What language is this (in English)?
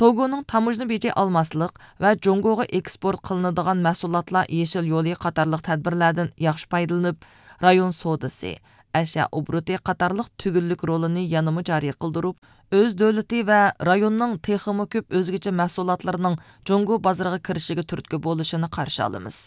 Uyghur